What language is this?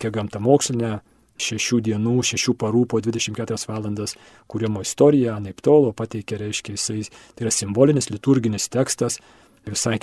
Lithuanian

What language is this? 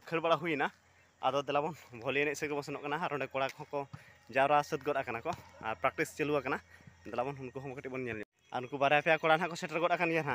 Santali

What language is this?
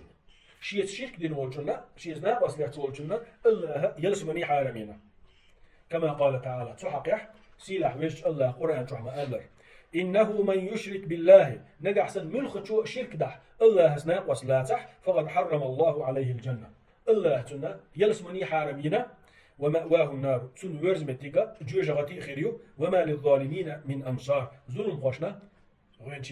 Chechen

